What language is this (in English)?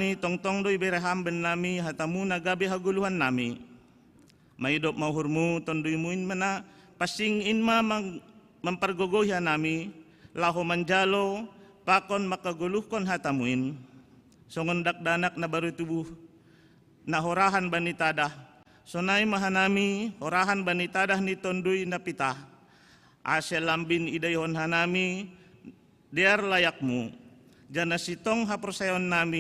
Batak Simalungun